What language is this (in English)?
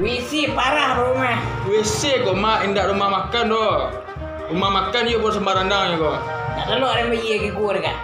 Minangkabau